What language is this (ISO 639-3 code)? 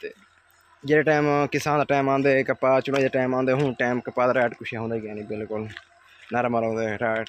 skr